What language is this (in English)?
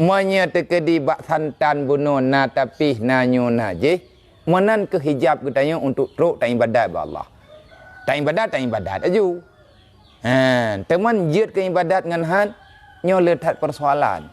Achinese